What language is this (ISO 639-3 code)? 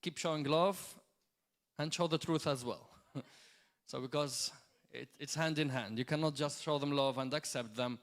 eng